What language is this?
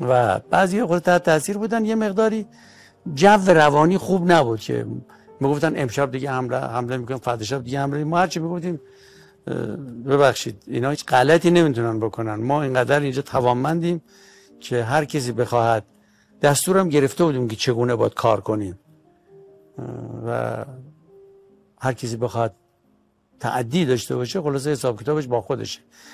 Persian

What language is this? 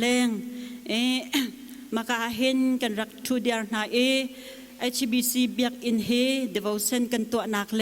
Hakha Chin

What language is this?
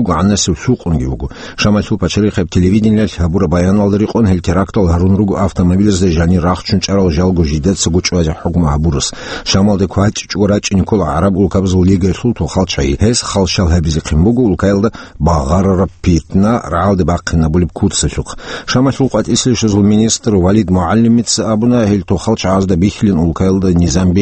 Avaric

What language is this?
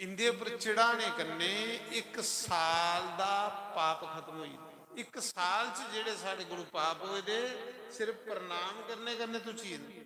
Dogri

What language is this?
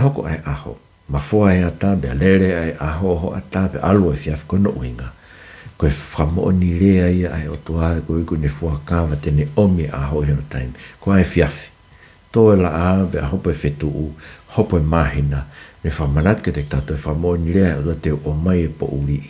Tongan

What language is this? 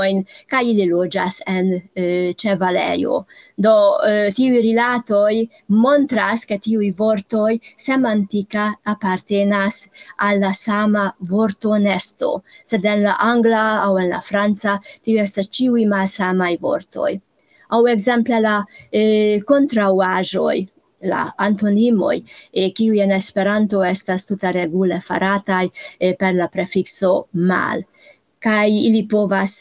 Esperanto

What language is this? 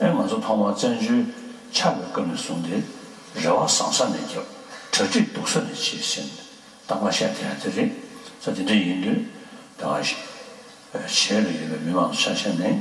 Tibetan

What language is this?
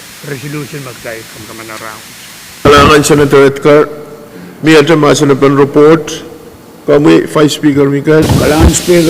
Pohnpeian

